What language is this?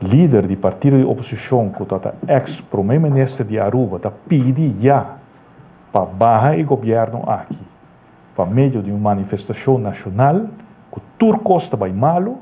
Papiamento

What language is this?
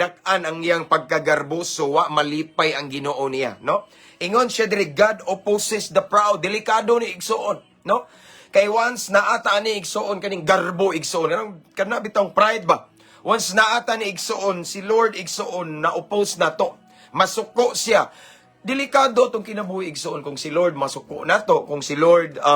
Cebuano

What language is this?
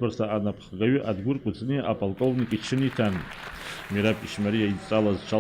Abkhazian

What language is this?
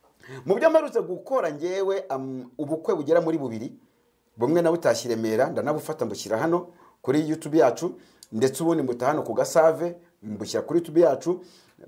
Kinyarwanda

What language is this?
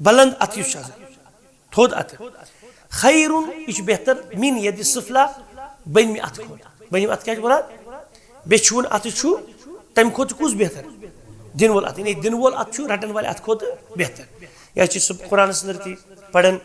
Kashmiri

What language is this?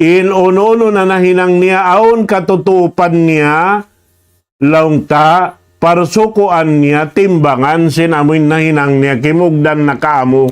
Tausug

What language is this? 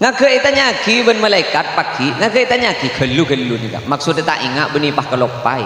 Madurese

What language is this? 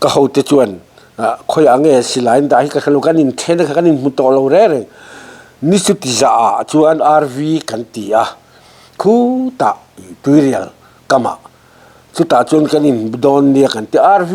Mizo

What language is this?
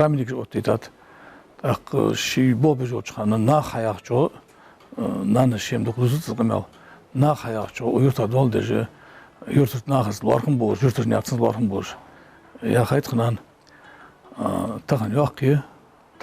Ingush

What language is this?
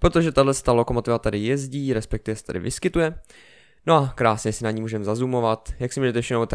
Czech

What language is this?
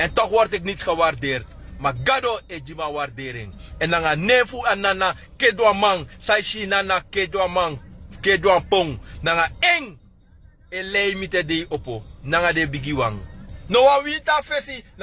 Sranan Tongo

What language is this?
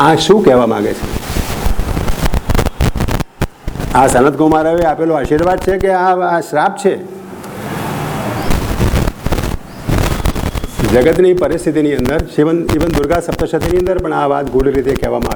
Gujarati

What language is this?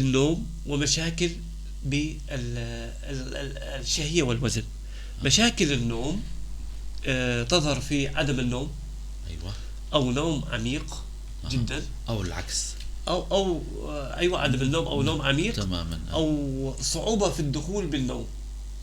North Levantine Arabic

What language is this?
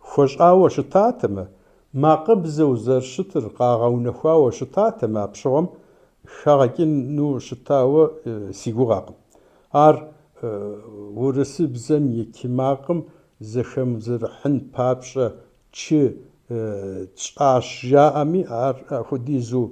Kabardian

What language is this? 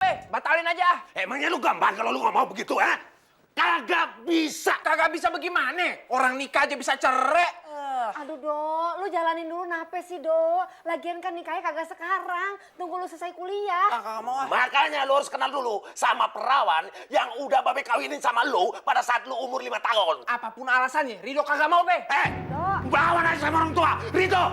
Betawi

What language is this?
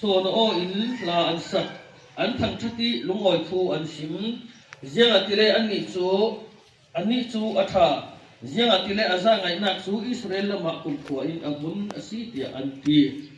Hakha Chin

